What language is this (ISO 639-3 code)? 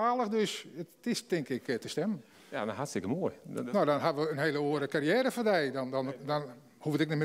fry